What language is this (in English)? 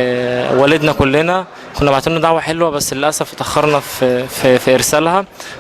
Egyptian Arabic